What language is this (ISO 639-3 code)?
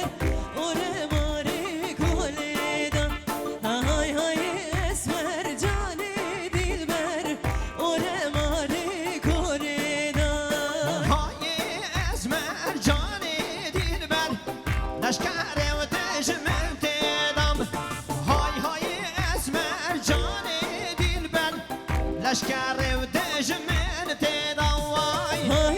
kur